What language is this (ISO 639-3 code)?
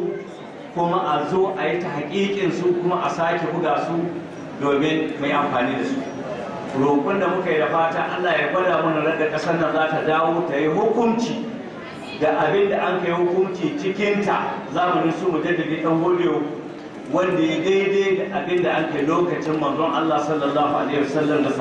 hau